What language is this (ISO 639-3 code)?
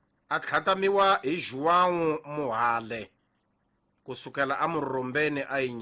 tso